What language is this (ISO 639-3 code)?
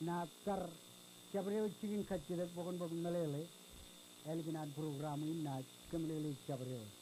mah